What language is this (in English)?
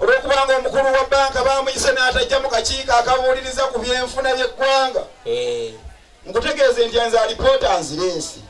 Ganda